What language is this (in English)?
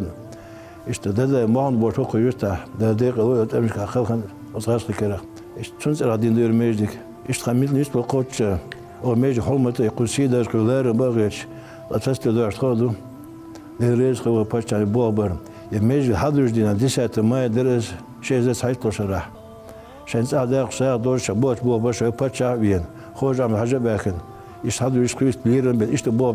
Chechen